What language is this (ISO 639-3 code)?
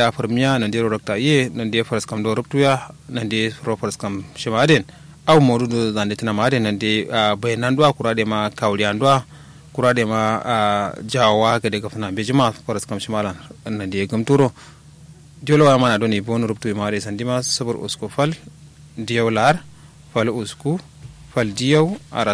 kau